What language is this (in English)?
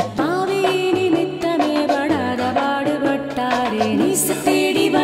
Tamil